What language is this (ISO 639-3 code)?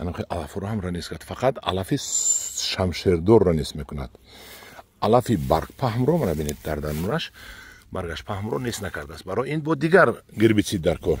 tgk